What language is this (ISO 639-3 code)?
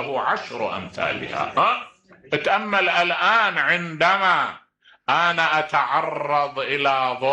acm